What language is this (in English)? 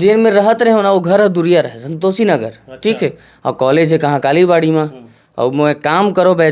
Chhattisgarhi